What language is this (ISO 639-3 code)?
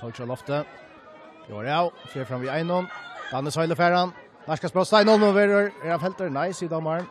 fao